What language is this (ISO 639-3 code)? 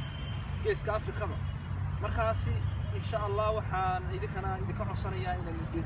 som